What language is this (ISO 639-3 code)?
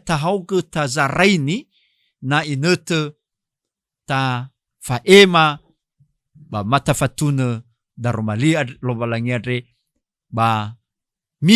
nia